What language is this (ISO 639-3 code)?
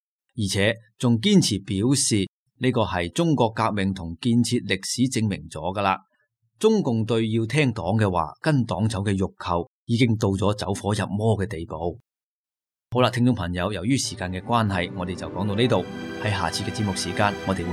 yue